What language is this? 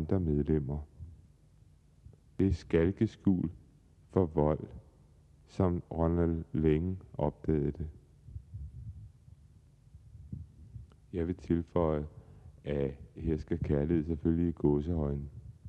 Danish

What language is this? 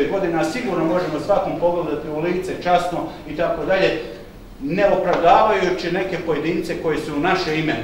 Bosnian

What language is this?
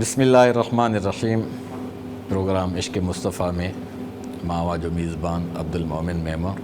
Sindhi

